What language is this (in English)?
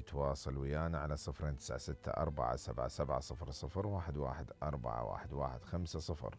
Mesopotamian Arabic